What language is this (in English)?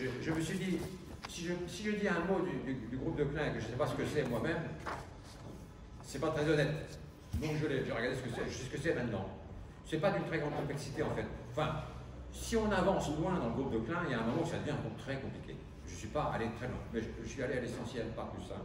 French